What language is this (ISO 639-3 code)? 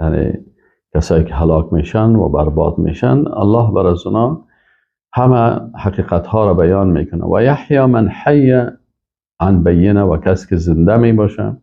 fas